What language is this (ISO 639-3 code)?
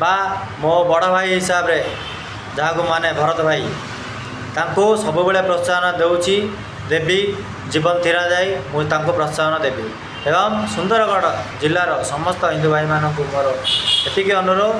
ori